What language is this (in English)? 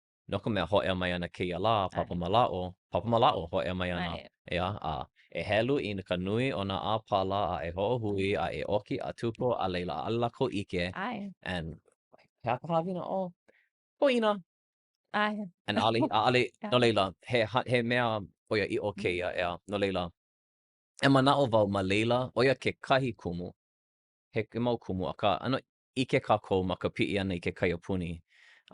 Hawaiian